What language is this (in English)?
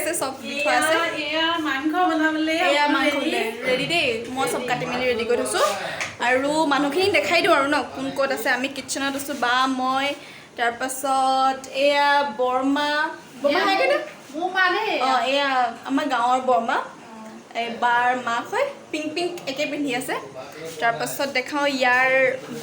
Assamese